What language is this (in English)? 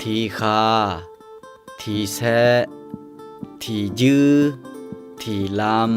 Akha